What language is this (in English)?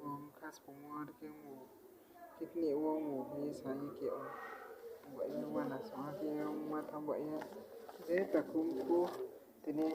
Riang (India)